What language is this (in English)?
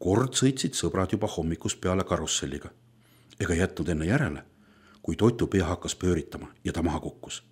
Estonian